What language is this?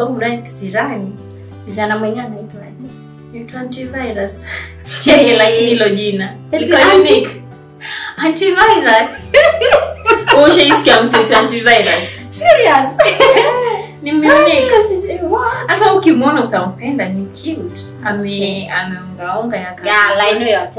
Swahili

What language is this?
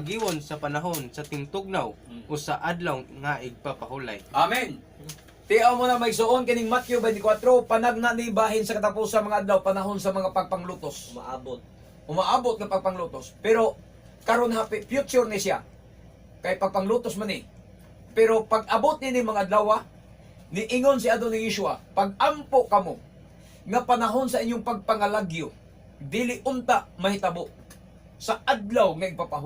Cebuano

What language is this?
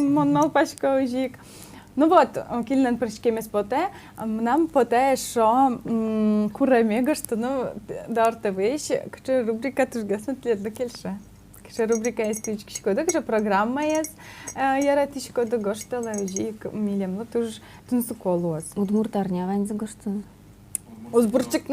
Udmurt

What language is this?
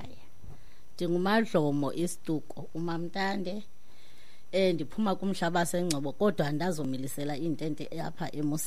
Xhosa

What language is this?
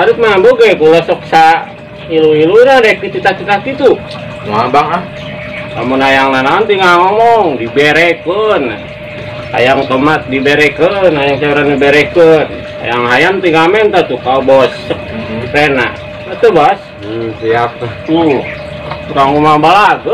Sundanese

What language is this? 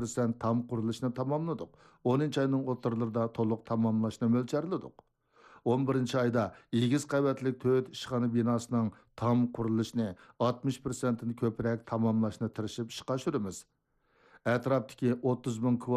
Uyghur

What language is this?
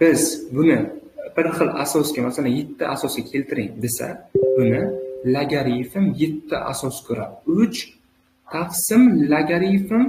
Uzbek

